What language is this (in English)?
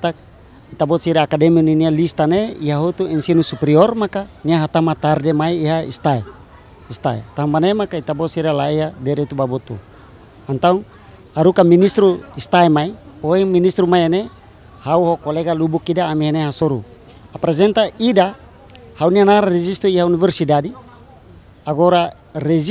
Tetum